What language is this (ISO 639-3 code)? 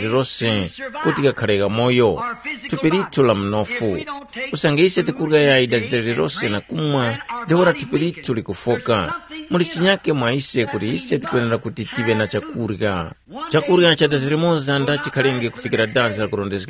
tum